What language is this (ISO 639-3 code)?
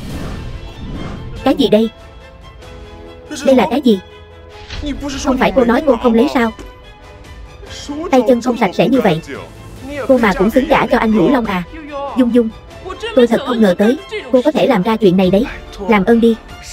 vie